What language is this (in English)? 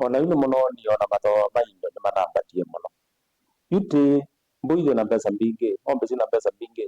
Kamba